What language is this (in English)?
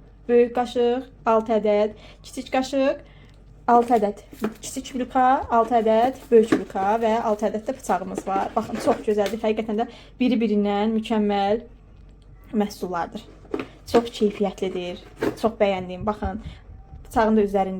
Azerbaijani